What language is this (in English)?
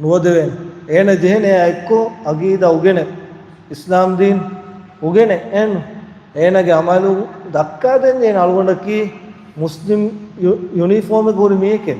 Divehi